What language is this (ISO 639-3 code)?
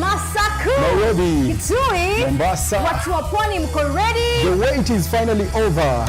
kam